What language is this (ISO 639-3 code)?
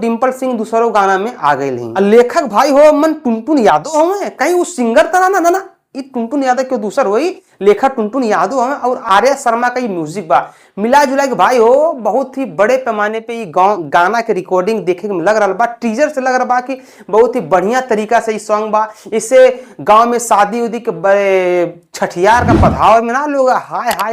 bho